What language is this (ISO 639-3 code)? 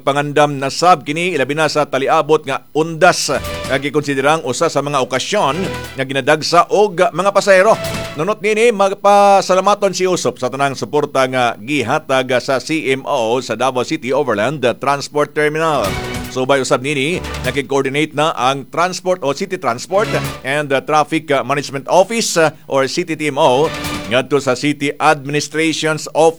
ceb